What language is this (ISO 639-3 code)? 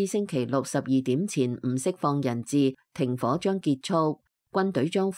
yue